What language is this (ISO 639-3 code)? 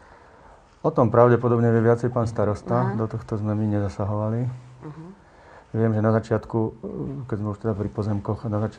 slk